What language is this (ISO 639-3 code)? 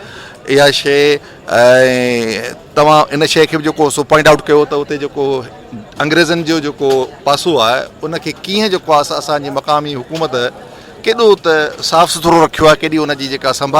snd